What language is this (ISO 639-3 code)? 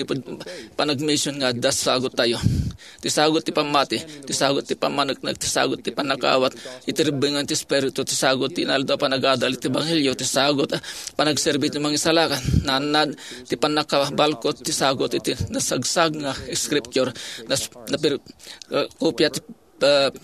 ilo